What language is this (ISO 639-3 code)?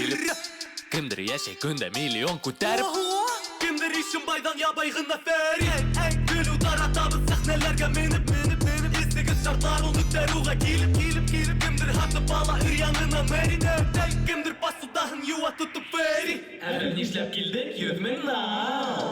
bak